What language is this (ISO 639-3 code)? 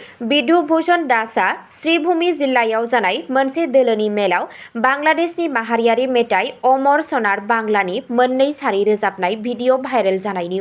brx